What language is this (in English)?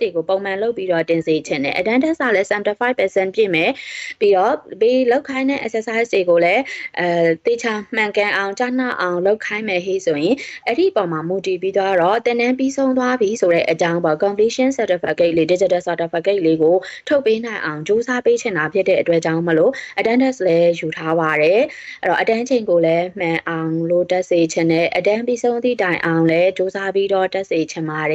Burmese